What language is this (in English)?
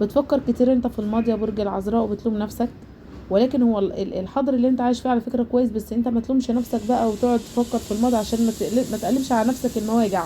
Egyptian Arabic